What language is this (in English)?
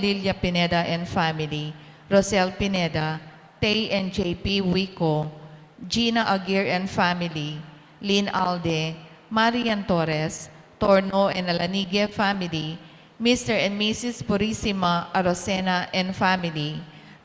Pampanga